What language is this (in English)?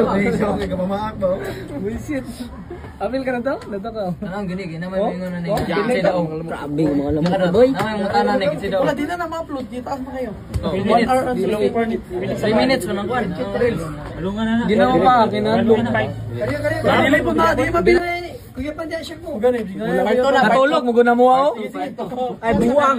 Cebuano